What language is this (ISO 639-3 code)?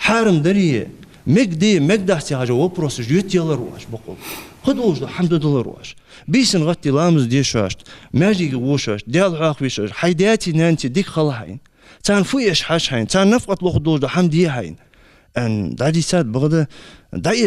inh